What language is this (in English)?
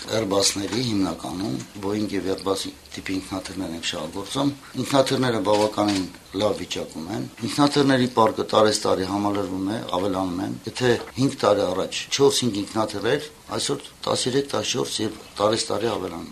Armenian